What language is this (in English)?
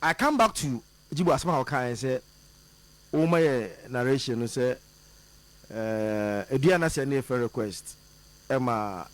Akan